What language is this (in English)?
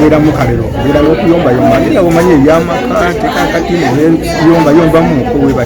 Ganda